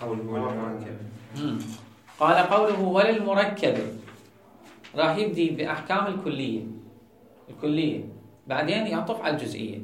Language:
Mesopotamian Arabic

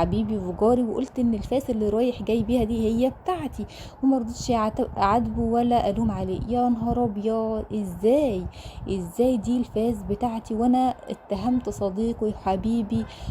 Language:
Egyptian Arabic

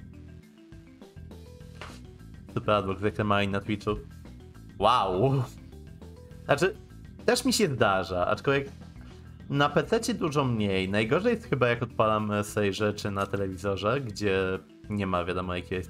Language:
Polish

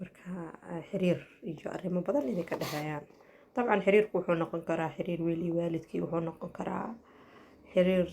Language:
Somali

